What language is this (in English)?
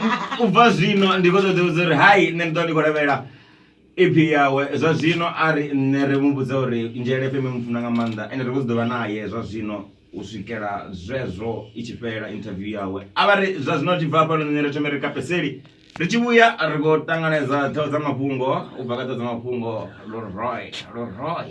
Venda